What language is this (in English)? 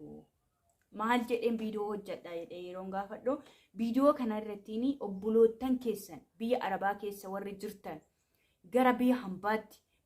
Oromo